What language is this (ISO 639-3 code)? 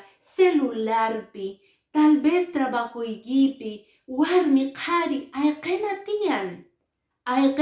que